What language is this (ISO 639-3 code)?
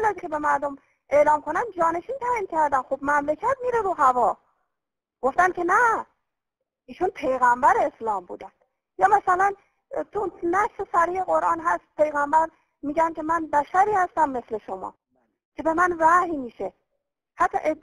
fas